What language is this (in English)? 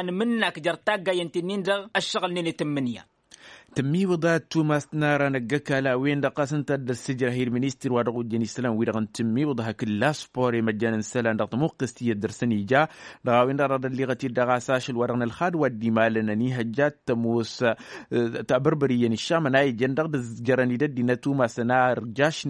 Tamasheq